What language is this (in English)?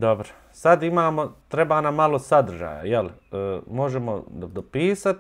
Bosnian